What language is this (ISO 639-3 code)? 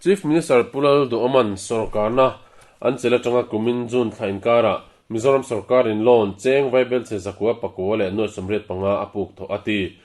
lus